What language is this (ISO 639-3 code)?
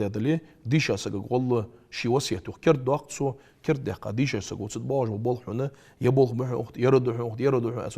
inh